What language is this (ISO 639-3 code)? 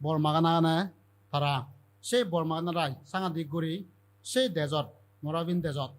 ccp